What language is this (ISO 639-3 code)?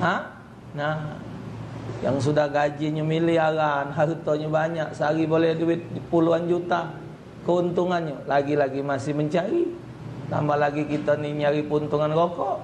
mui